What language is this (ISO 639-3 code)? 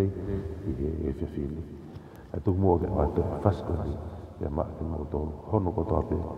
ton